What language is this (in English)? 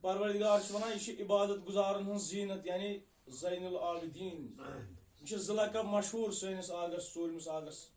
Kashmiri